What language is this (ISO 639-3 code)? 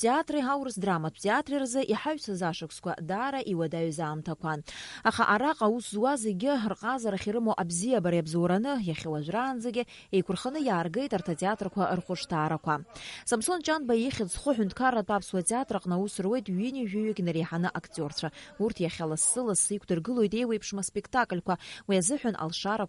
abk